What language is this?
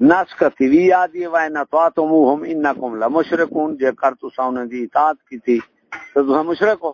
Saraiki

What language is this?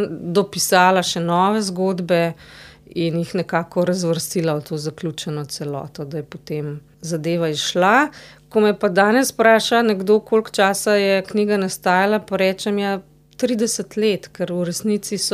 Slovenian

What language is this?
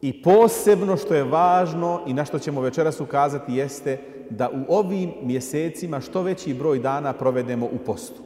Bosnian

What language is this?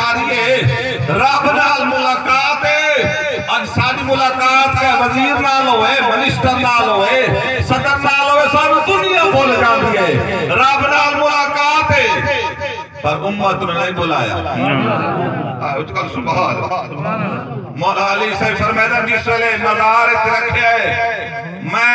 Saraiki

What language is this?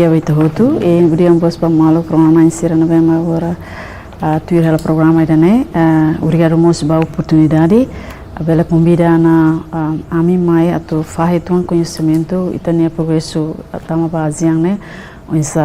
Tetum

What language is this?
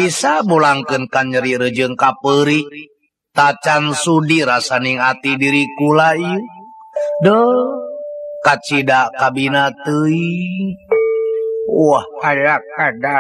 Sundanese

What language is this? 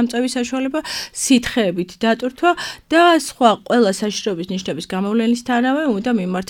Georgian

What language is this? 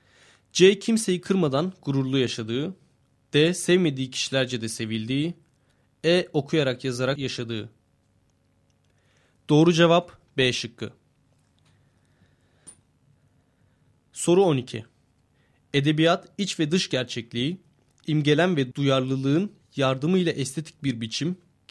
Turkish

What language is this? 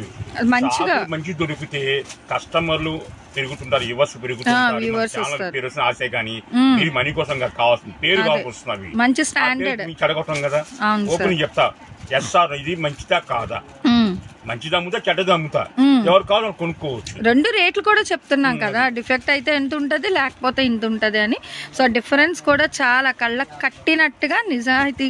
Telugu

